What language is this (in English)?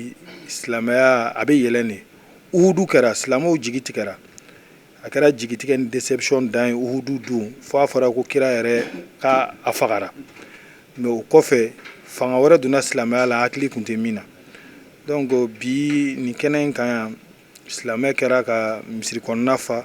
Bambara